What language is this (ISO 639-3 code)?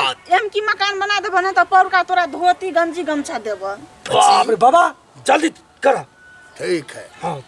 mai